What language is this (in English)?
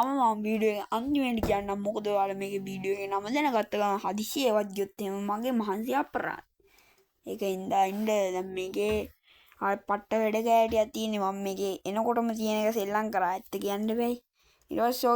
Sinhala